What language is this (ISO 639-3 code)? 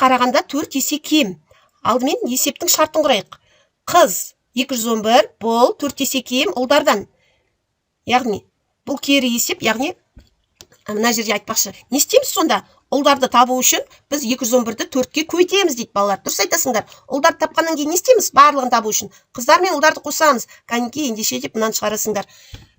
kaz